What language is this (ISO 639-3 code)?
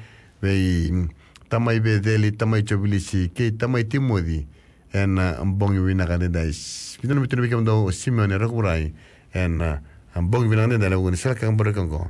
fij